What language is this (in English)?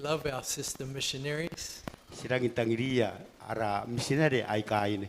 Gilbertese